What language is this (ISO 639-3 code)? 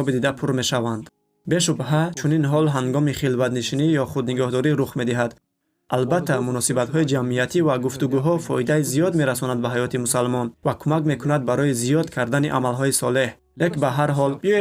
tgk